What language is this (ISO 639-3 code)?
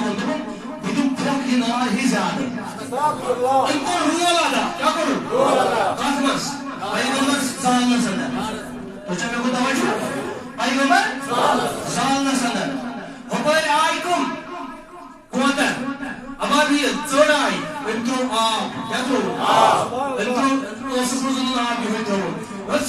kas